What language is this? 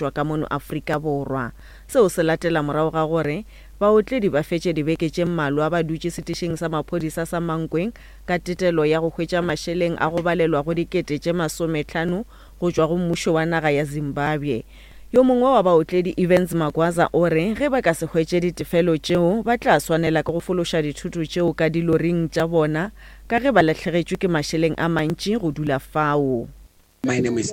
Northern Sotho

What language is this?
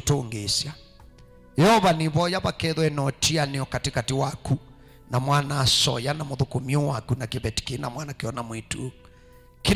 Kamba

